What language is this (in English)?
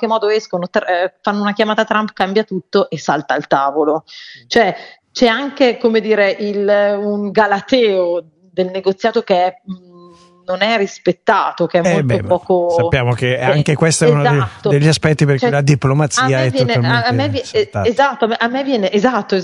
Italian